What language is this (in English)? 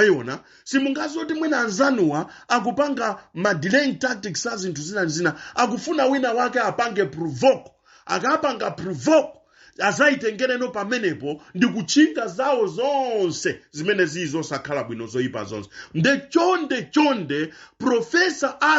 Nyanja